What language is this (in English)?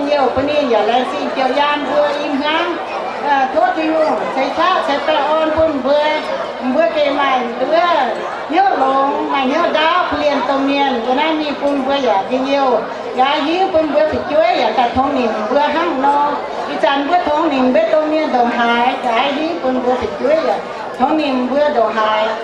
Vietnamese